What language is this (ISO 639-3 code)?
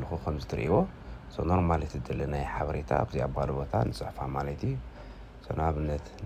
tir